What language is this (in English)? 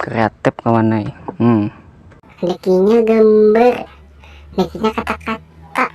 Banjar